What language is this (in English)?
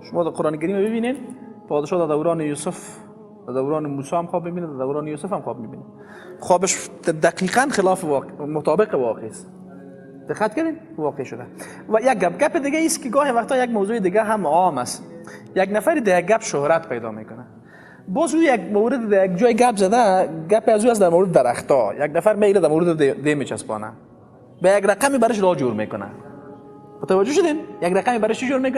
Persian